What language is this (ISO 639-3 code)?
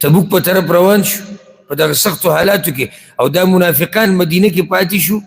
pus